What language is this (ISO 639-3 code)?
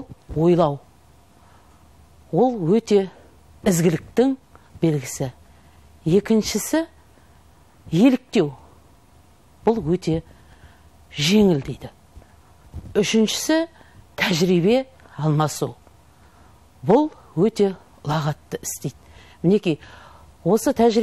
kaz